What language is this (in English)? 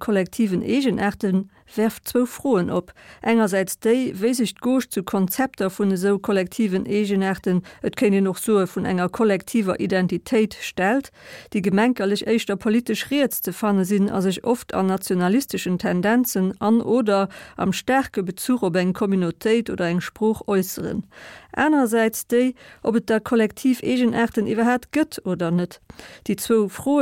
Luxembourgish